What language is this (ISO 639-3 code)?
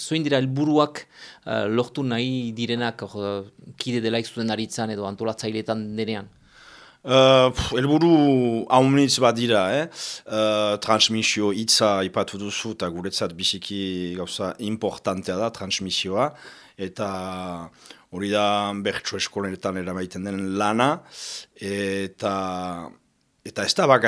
eus